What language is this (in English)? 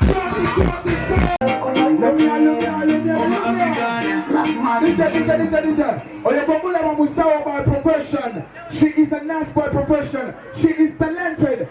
Soga